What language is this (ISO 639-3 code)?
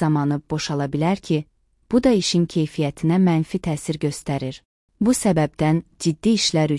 aze